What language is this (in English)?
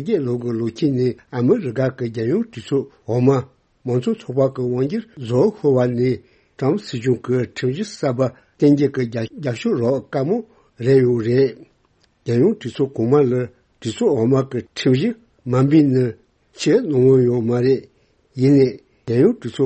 Tibetan